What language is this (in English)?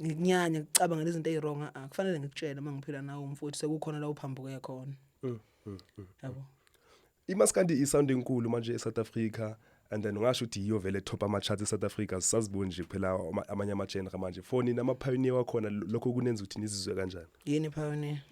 Zulu